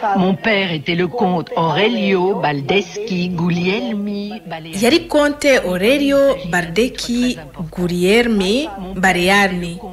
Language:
Kinyarwanda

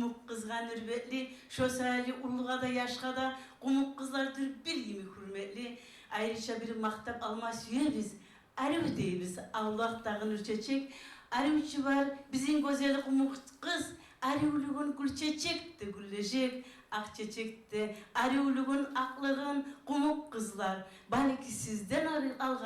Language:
Kumyk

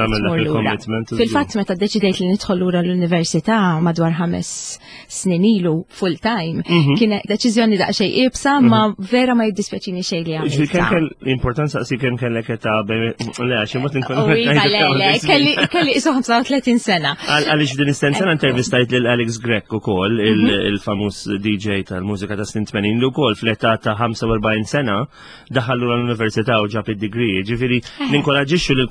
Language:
Maltese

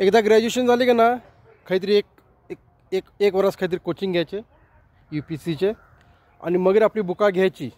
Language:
Konkani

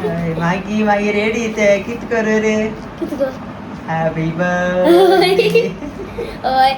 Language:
Konkani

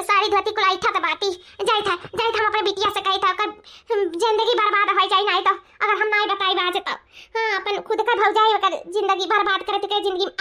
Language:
Awadhi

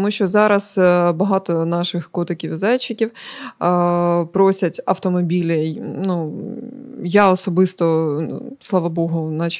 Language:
Ukrainian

